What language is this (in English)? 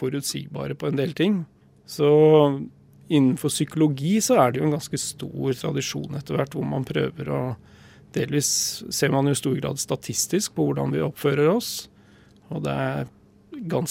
Norwegian